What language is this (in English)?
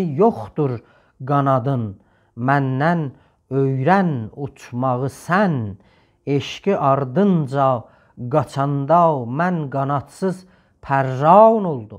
South Azerbaijani